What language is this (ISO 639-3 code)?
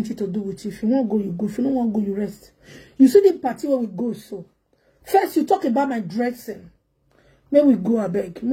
pcm